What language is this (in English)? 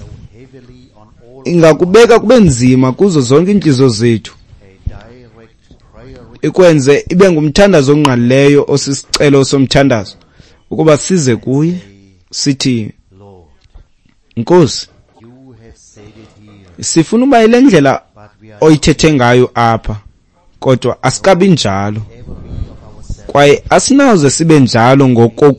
Xhosa